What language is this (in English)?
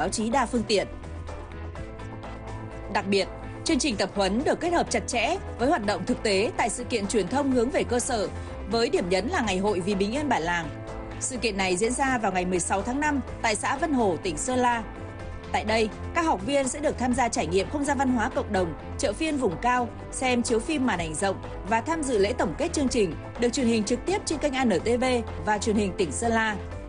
Vietnamese